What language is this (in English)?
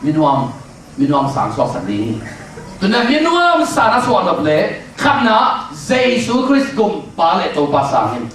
Tedim Chin